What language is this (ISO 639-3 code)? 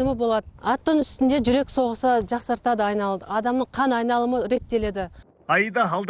kaz